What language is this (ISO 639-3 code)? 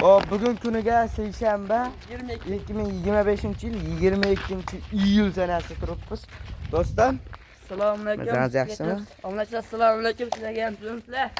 uzb